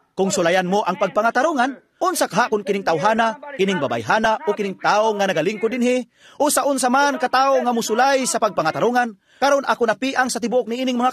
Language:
Cebuano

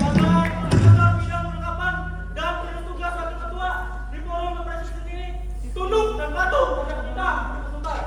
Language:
Banjar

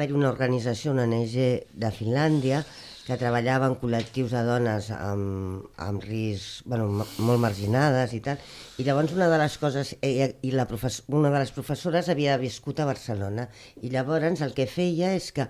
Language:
Catalan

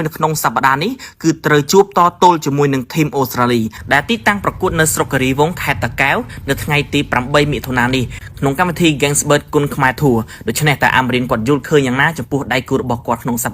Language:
Khmer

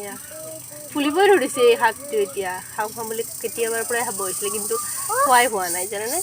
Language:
Assamese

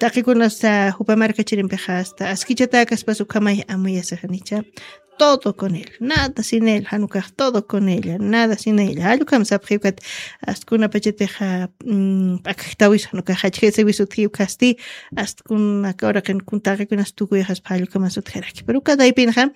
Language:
Aymara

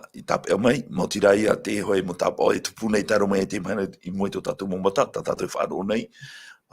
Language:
Tahitian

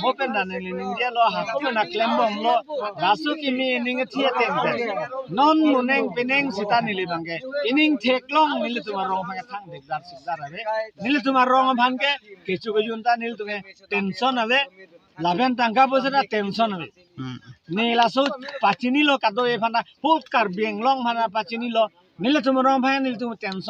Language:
Karbi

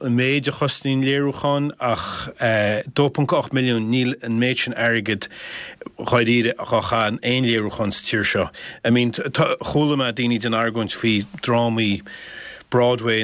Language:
Irish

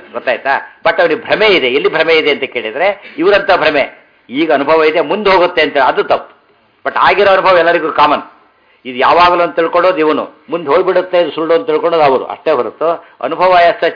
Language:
Kannada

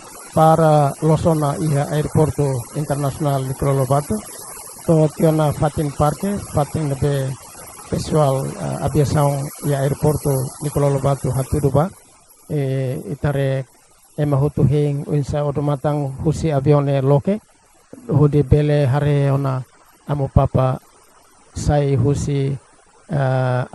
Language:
Tetum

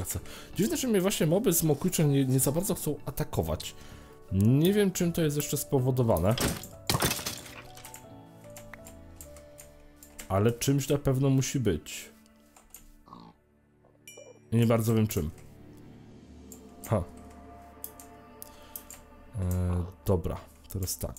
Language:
Polish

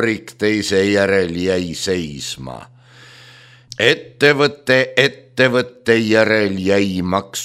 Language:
Estonian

